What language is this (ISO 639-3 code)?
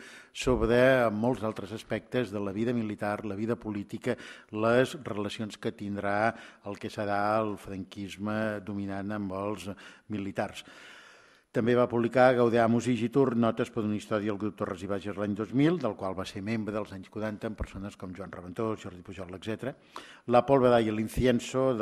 cat